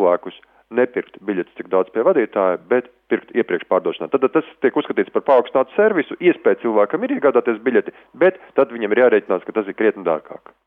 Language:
Latvian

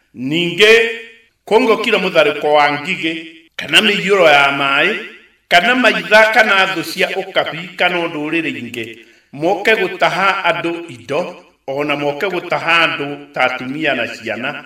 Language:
Kikuyu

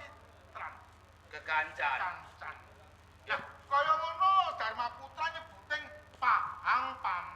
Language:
Javanese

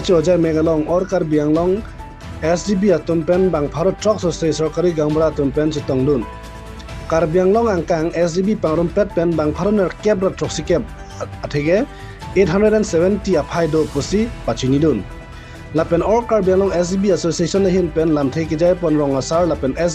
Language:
Karbi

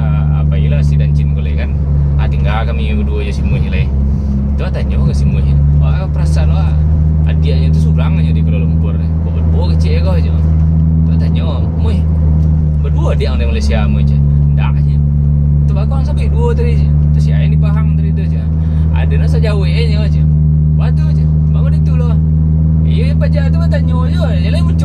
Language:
Minangkabau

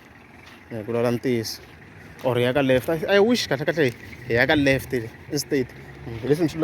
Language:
Tsonga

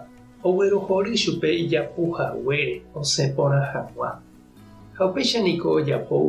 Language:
Guarani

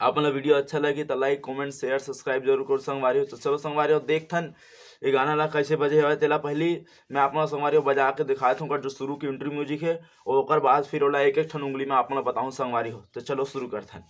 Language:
Chhattisgarhi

